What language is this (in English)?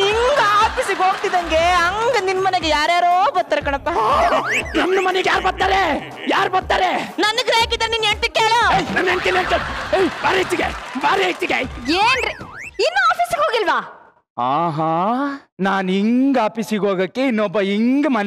Kannada